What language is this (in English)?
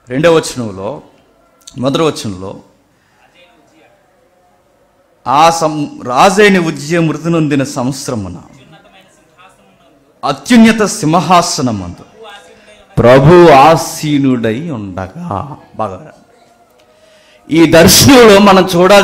Telugu